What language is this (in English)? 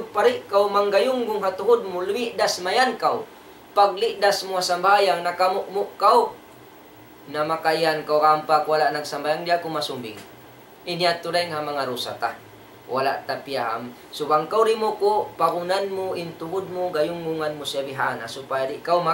Tausug